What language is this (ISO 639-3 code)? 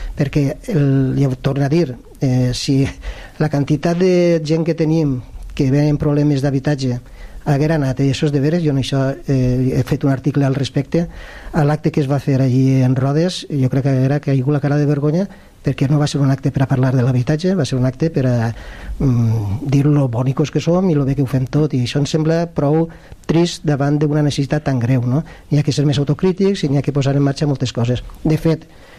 cat